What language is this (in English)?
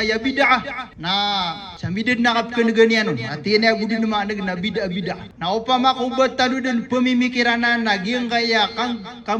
Maranao